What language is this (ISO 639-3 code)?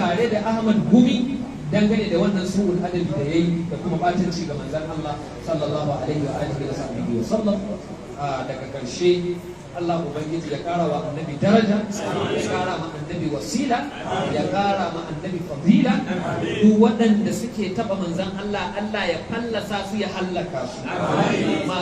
hau